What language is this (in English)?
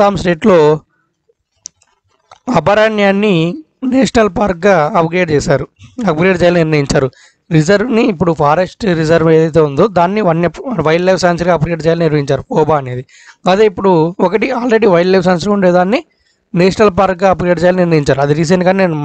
Telugu